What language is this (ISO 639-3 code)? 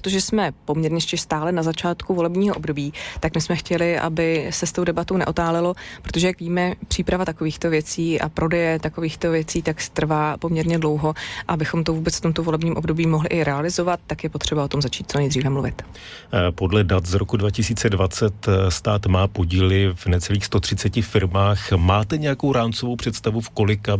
ces